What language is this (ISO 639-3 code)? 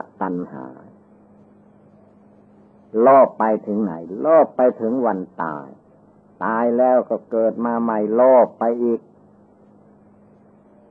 tha